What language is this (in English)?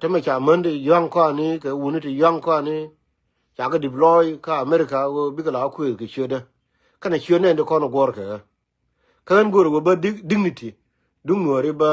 Nuer